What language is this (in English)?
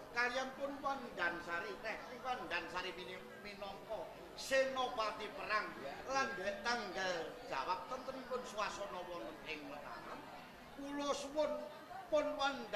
Javanese